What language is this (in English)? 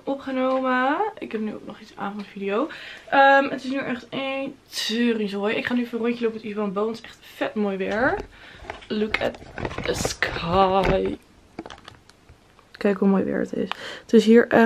Dutch